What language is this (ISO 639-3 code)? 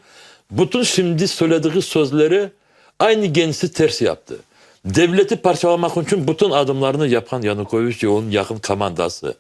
crh